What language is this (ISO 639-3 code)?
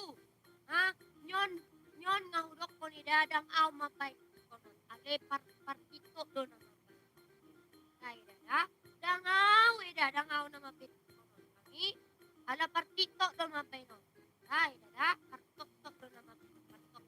bbc